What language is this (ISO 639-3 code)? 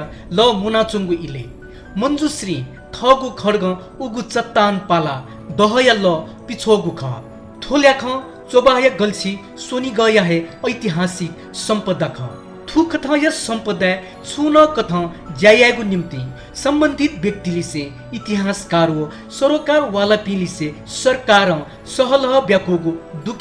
new